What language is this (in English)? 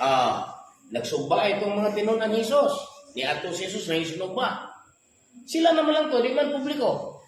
Cebuano